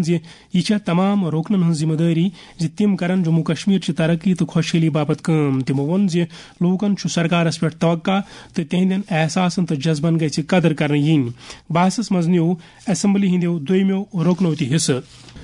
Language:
Kashmiri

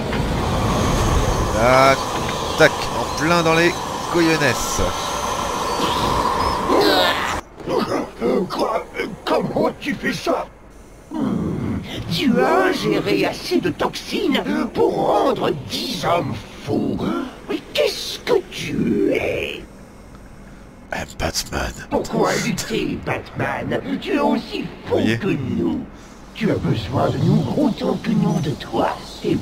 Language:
French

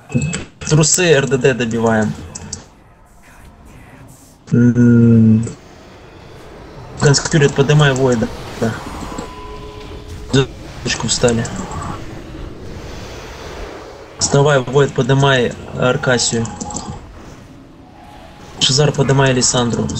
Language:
Russian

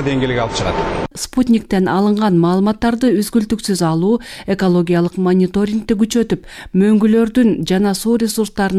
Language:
Kyrgyz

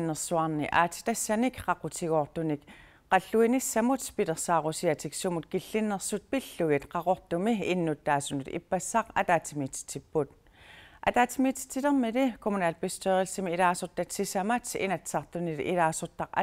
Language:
Kalaallisut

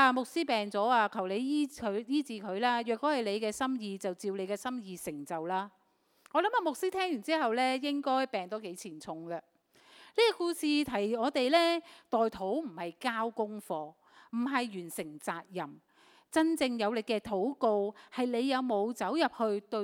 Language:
Cantonese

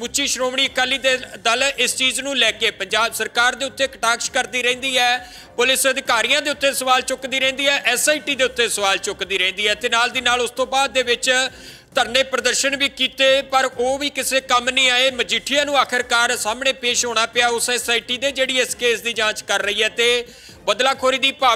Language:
Punjabi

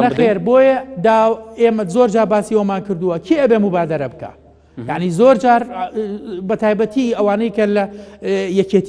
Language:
Central Kurdish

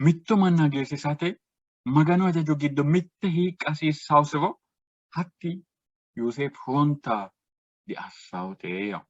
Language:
Sidamo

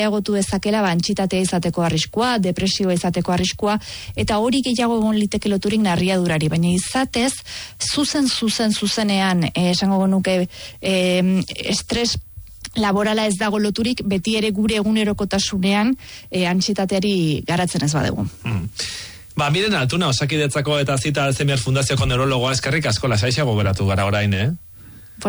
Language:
Basque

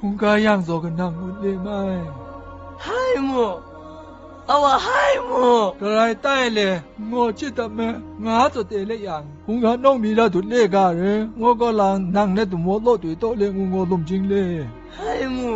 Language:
Zaiwa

